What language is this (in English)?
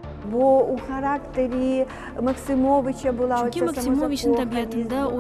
Crimean Tatar